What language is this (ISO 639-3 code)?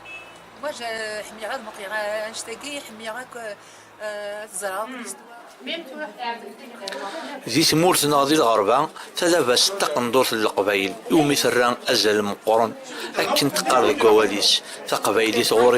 kab